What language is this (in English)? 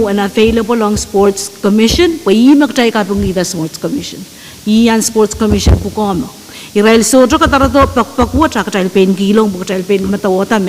Pohnpeian